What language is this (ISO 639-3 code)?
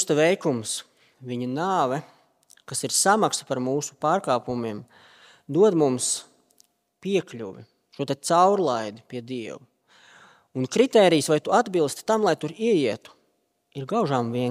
lav